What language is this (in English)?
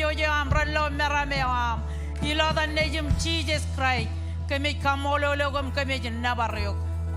Marshallese